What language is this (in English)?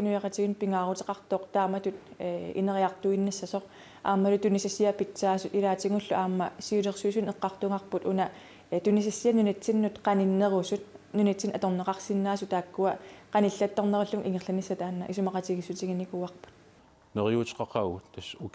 Kalaallisut